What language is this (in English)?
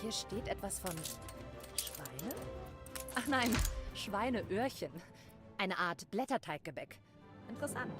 Bavarian